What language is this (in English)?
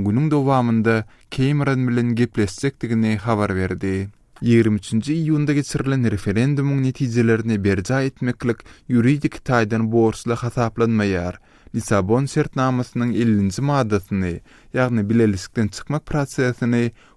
Turkmen